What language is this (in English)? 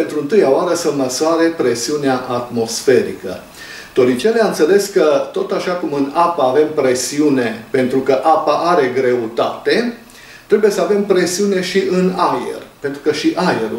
Romanian